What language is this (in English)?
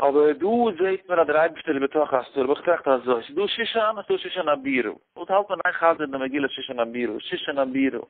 Yiddish